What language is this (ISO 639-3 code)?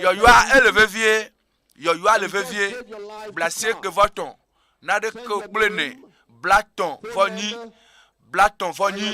ewe